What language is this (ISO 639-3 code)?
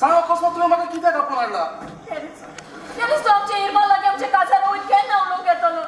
kok